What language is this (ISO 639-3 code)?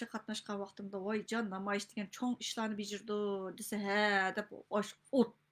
uig